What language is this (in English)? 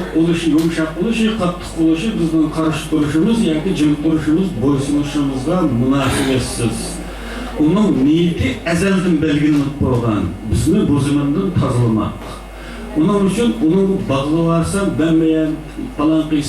Uyghur